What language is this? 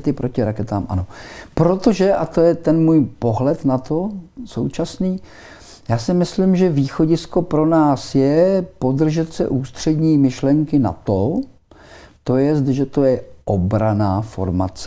Czech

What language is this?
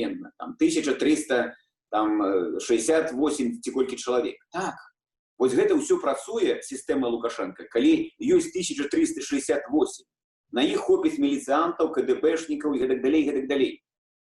Belarusian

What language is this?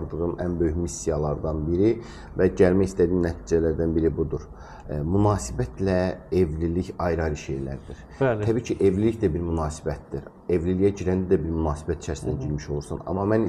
Azerbaijani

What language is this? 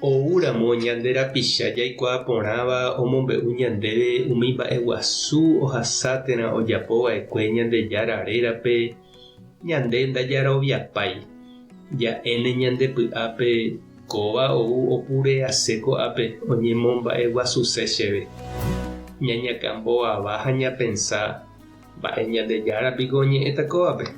Guarani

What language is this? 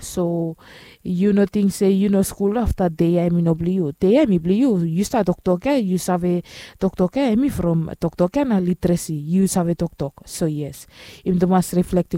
Bislama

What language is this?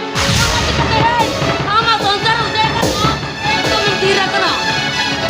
Santali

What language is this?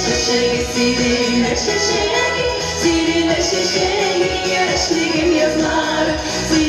Chuvash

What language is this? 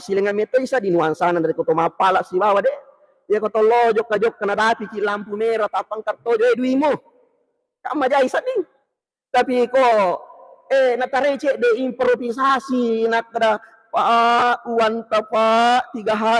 Buginese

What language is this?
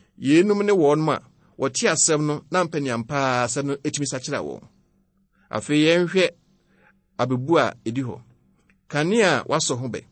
Akan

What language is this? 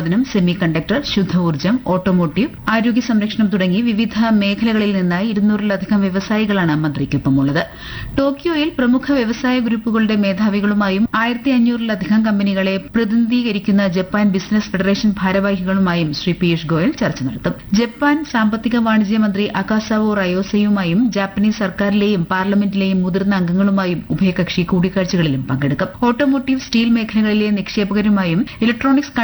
Malayalam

